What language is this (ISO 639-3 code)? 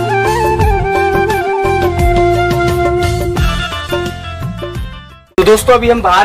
hin